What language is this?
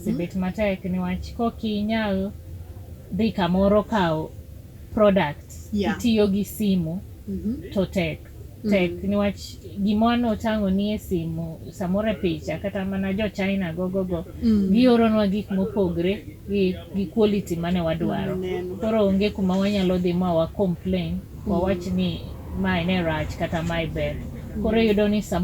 Luo (Kenya and Tanzania)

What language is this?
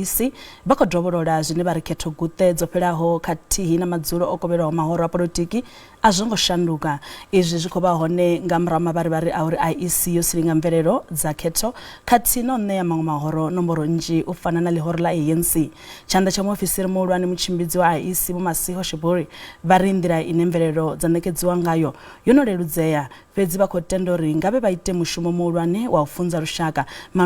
Venda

